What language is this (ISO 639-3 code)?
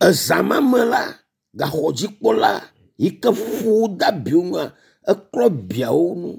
ewe